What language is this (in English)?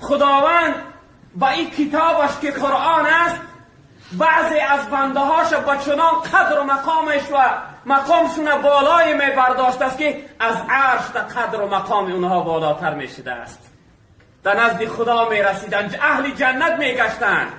Tajik